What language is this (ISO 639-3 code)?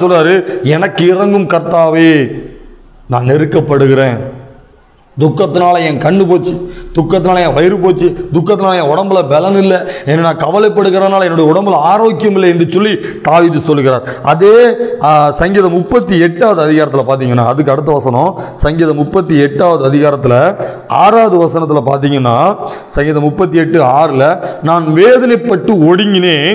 tam